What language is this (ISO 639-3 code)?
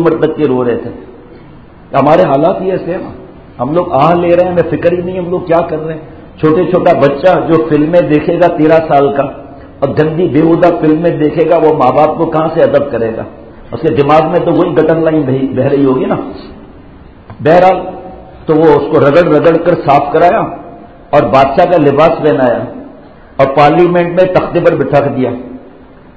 urd